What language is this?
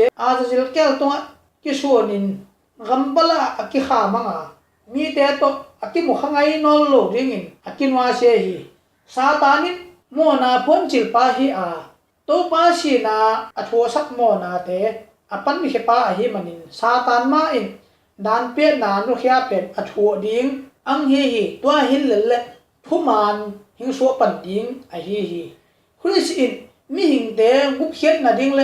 Tedim Chin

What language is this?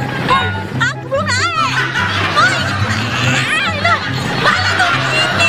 Musi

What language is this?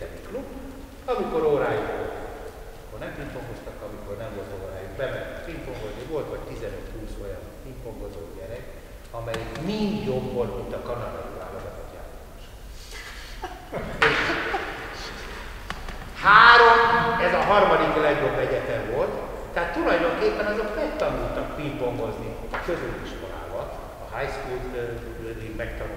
Hungarian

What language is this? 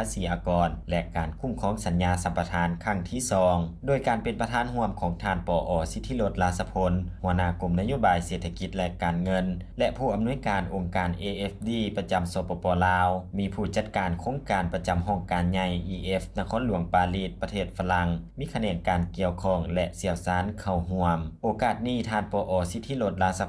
Lao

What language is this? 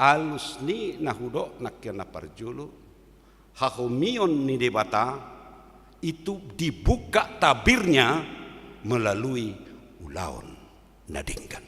Batak Toba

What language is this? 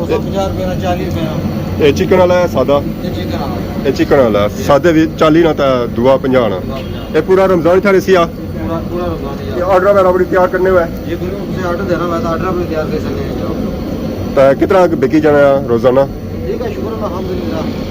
Pahari-Potwari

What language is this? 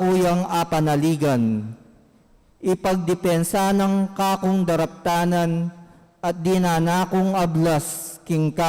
Pampanga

